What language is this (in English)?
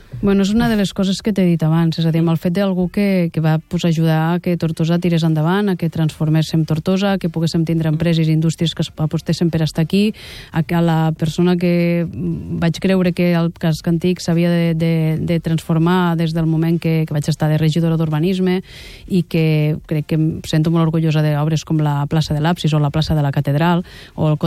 Catalan